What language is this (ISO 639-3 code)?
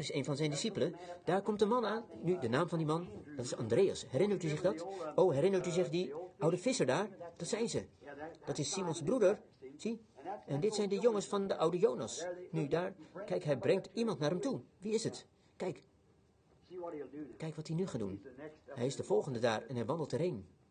nld